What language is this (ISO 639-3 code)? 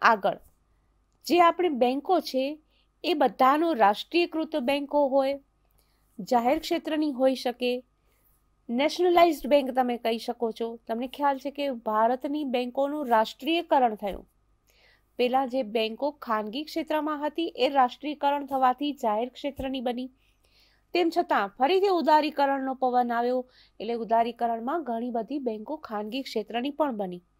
guj